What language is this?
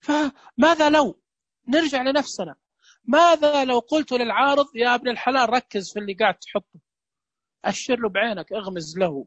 Najdi Arabic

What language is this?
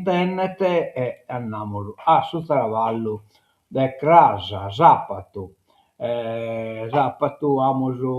Sardinian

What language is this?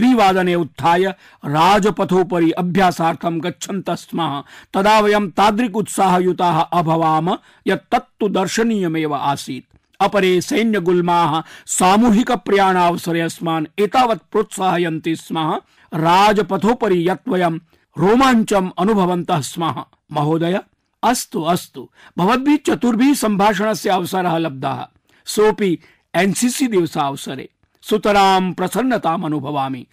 Sanskrit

